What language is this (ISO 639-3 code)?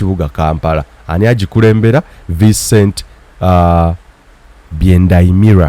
lug